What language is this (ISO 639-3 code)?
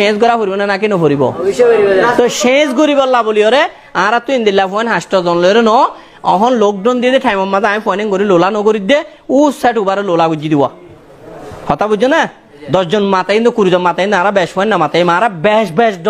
rhg